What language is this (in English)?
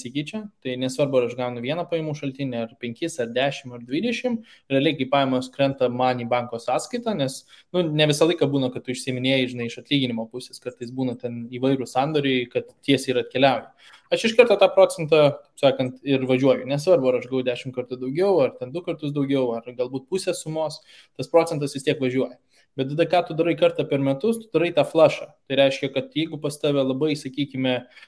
Lithuanian